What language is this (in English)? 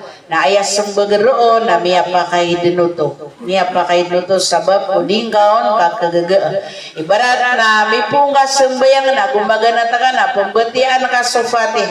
Maranao